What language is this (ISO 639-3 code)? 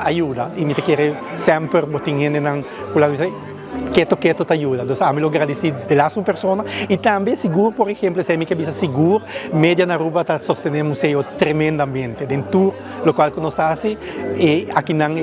pap